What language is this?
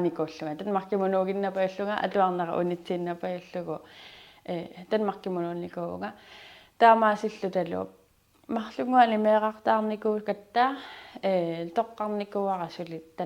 Kalaallisut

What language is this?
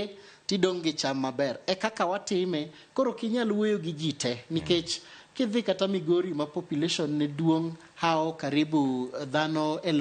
Luo (Kenya and Tanzania)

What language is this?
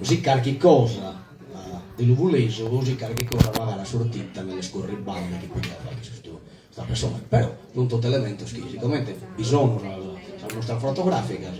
Sardinian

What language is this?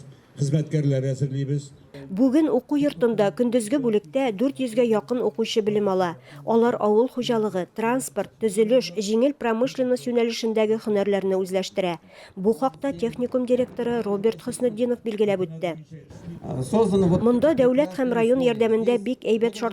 Tatar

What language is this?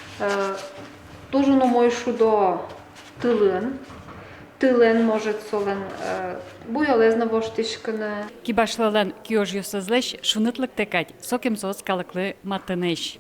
Udmurt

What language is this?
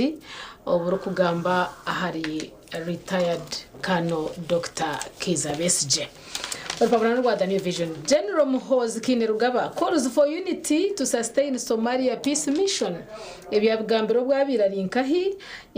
Nyankole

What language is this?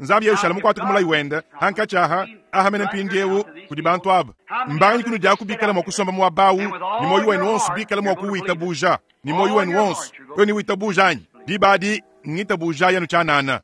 Luba-Lulua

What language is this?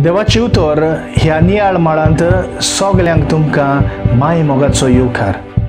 Konkani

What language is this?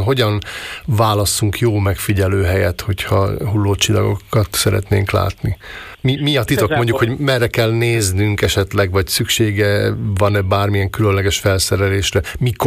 Hungarian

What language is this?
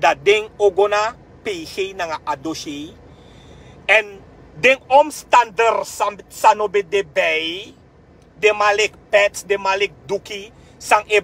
Sranan Tongo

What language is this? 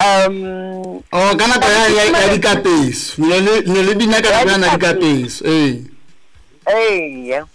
Southern Sotho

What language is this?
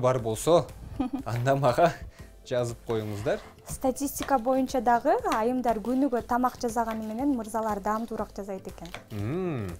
Kyrgyz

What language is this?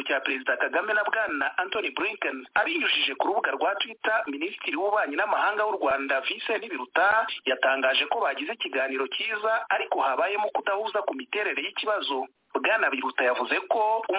Kinyarwanda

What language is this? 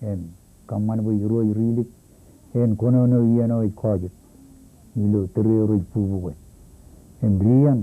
Marshallese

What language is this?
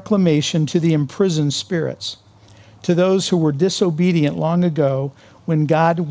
English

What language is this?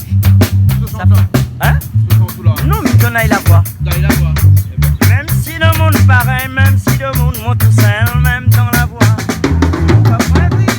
Réunion Creole French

